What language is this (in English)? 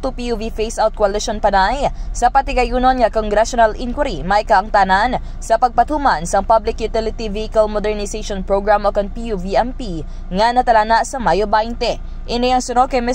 Hiligaynon